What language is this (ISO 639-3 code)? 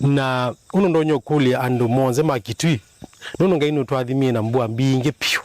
kam